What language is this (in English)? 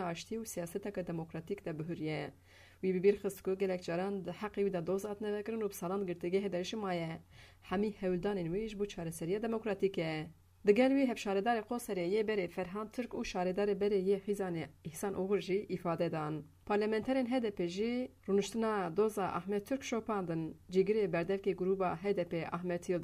Kurdish